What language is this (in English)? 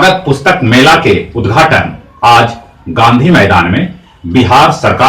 Magahi